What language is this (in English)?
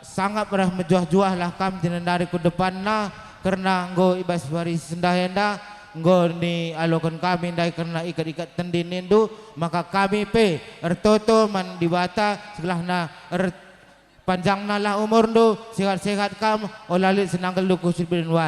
Batak Karo